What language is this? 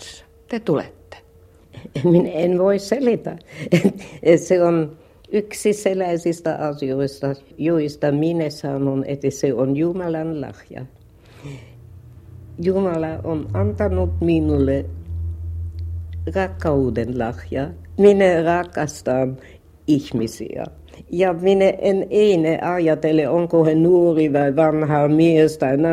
Finnish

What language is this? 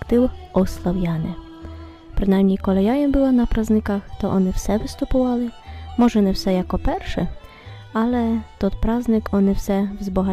Rusyn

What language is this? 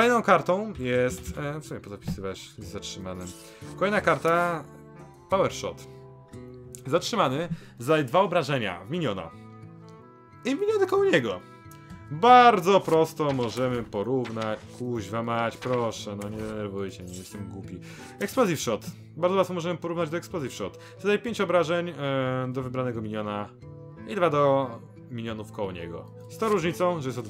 Polish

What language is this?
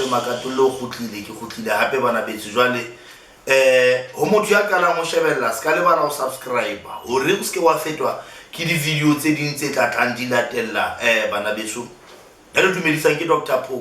Southern Sotho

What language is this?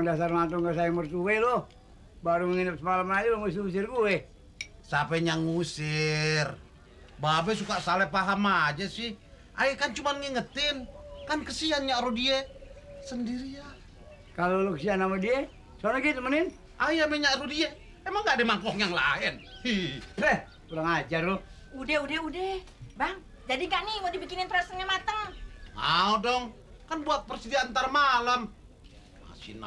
Betawi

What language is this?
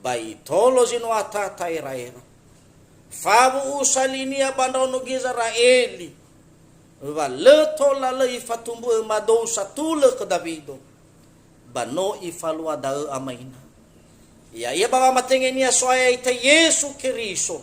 Nias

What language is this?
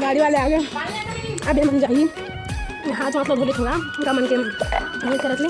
Chhattisgarhi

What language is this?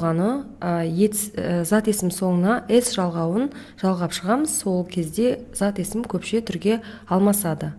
Kazakh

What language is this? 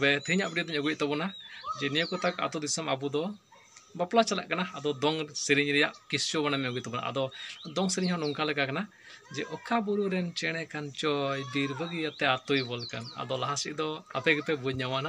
Santali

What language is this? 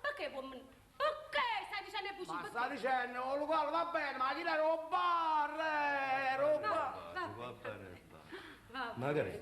Neapolitan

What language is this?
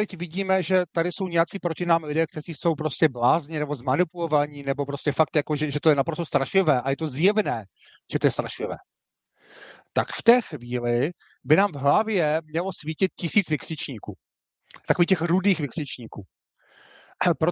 Czech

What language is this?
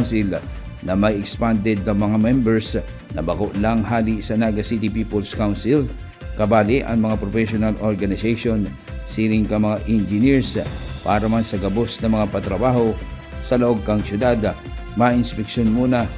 Bikol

